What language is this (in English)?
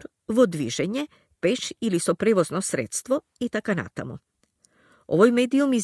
Macedonian